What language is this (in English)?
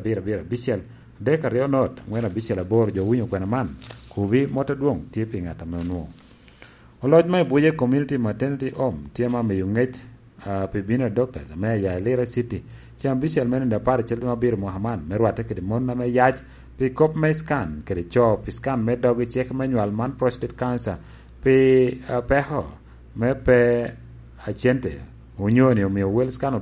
Lango (Uganda)